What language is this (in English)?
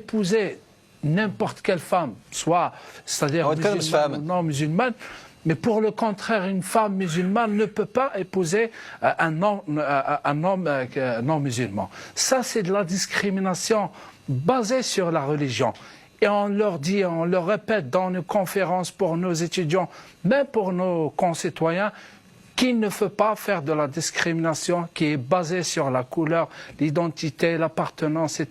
Kabyle